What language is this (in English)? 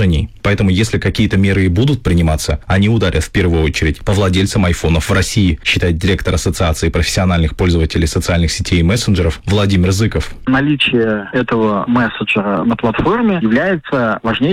Russian